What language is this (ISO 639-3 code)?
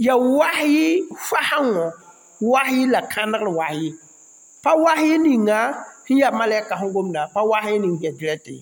mos